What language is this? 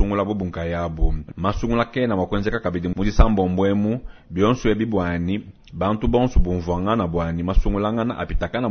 Luba-Lulua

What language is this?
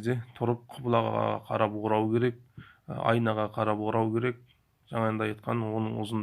Kazakh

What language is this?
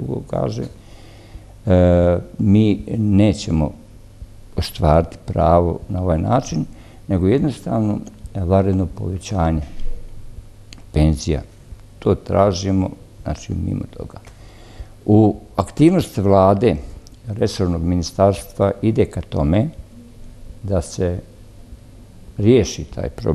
Bosnian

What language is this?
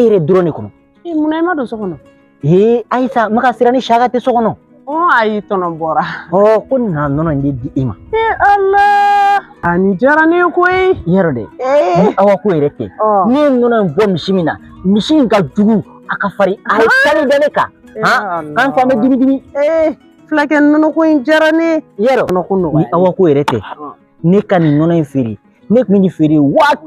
Bambara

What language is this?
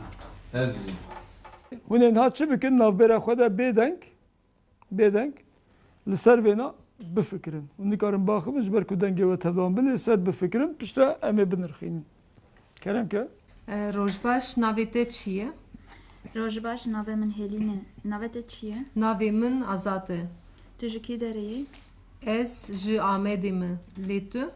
Kurdish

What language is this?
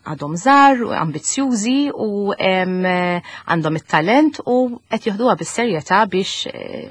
Maltese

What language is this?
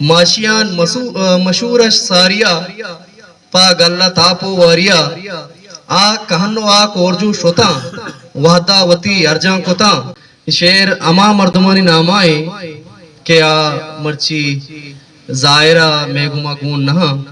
Eastern Balochi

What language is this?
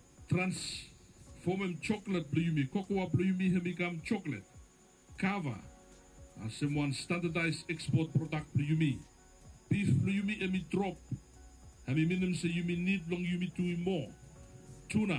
Bislama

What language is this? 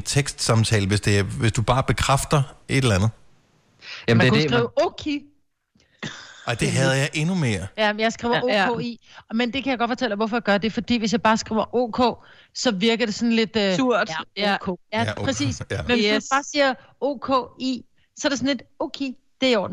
Danish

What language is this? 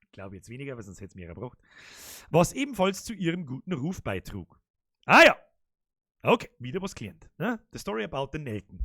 Bavarian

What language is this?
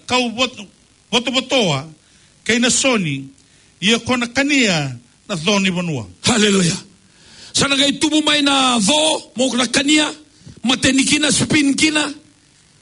Fijian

